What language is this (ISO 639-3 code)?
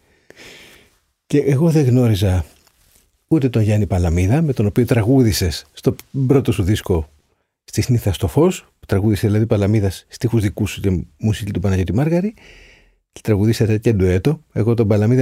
ell